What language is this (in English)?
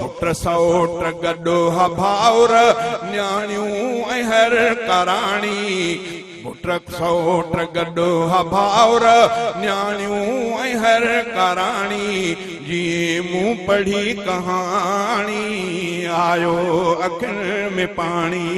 Sindhi